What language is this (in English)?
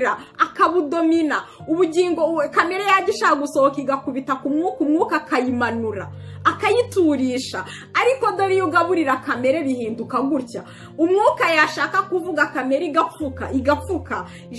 Kinyarwanda